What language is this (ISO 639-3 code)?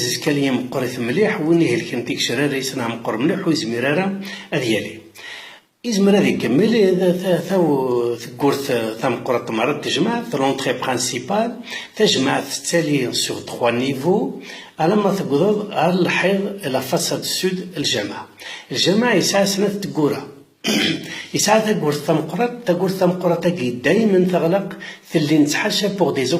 kab